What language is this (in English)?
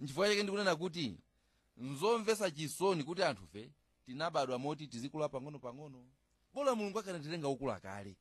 Nyanja